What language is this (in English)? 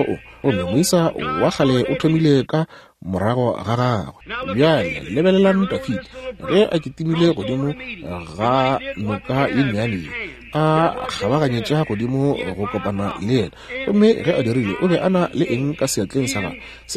Northern Sotho